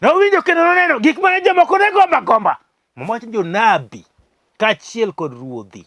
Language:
Luo (Kenya and Tanzania)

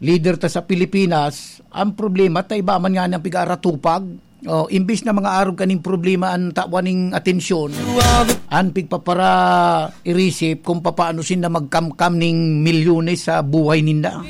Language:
Bikol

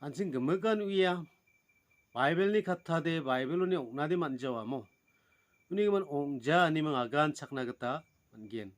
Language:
Garo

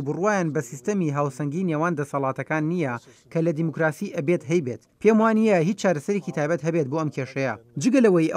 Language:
Central Kurdish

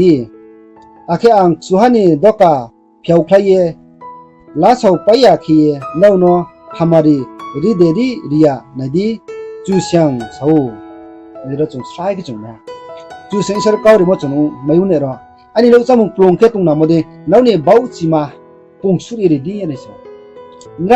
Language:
Riang (India)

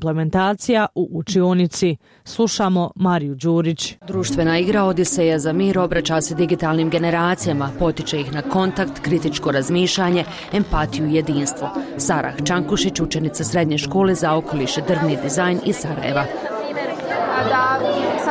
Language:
Bosnian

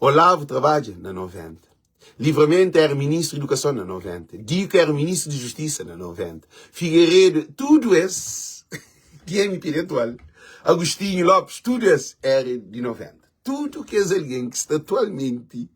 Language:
Kabuverdianu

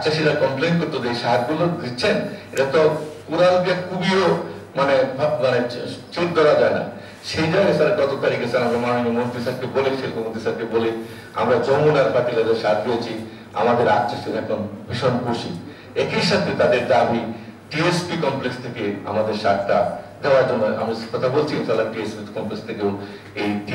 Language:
Bangla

